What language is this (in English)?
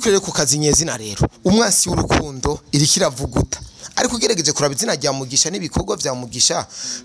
Rundi